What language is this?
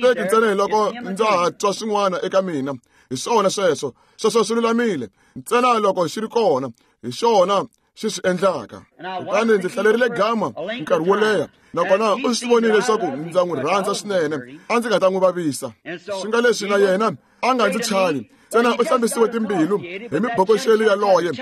Tsonga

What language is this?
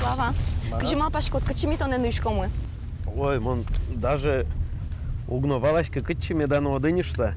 Udmurt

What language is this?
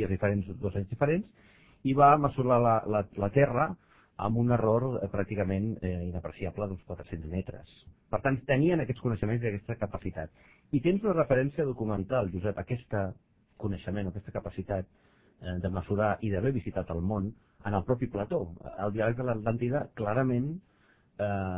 Catalan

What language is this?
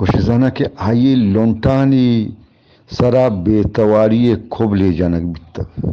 Eastern Balochi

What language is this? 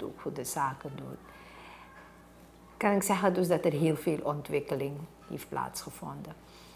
Dutch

